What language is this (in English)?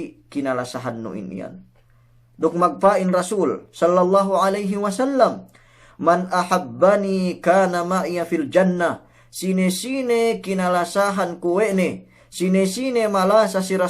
Yakan